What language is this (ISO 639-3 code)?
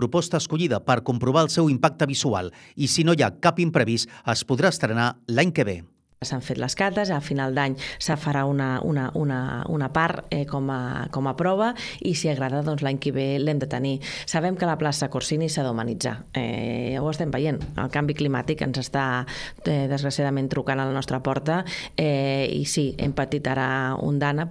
cat